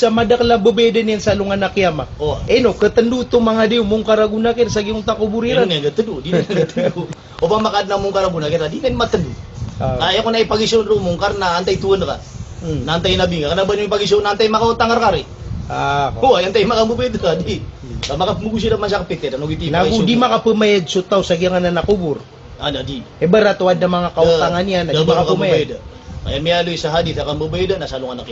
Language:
Maranao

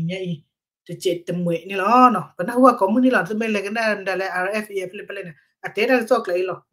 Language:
S'gaw Karen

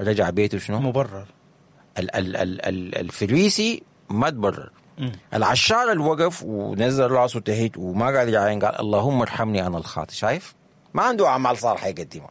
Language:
Sudanese Arabic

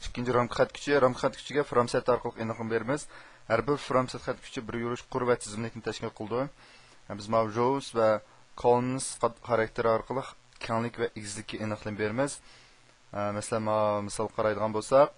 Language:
Uyghur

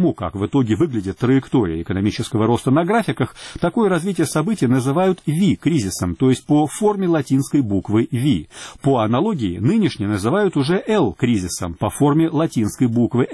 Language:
Russian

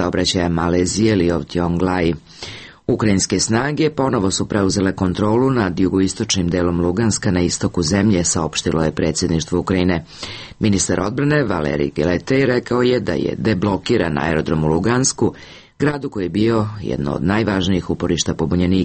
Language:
Serbian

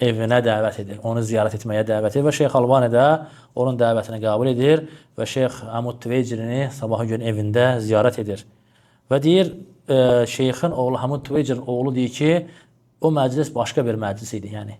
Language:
Azerbaijani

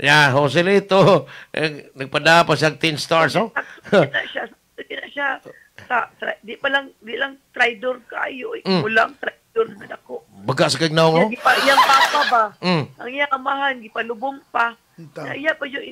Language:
Cebuano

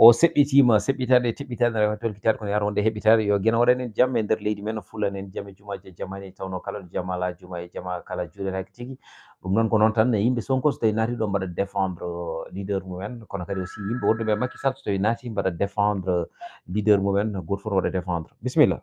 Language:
Fula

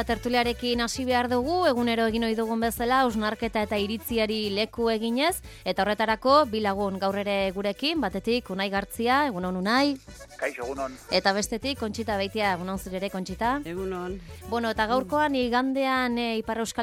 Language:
Basque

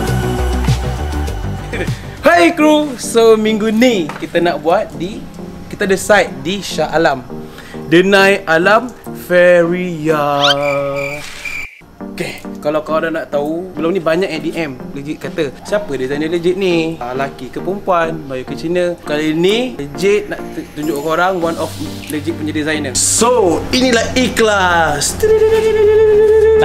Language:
Malay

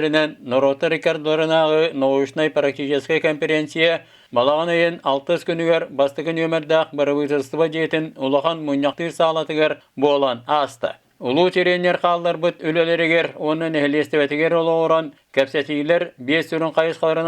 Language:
Yakut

